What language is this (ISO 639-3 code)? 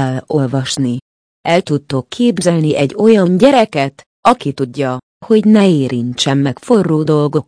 hun